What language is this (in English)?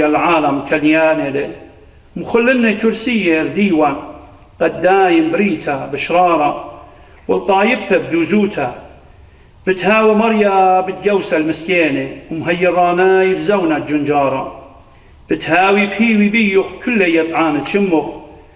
Assyrian Neo-Aramaic